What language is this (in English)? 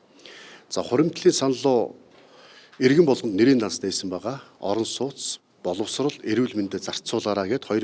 Mongolian